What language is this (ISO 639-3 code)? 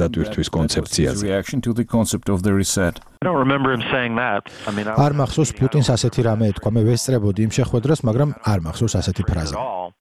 kat